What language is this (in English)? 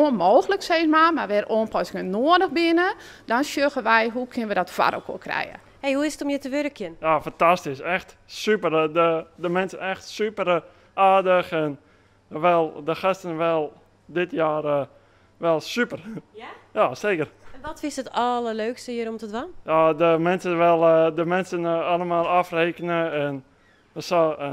Western Frisian